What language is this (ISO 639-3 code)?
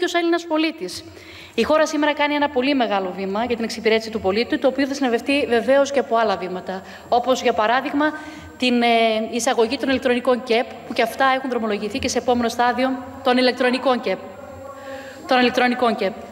ell